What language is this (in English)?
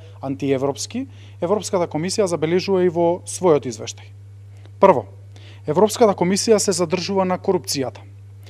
Macedonian